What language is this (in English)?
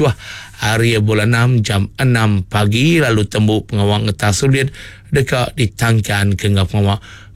Iban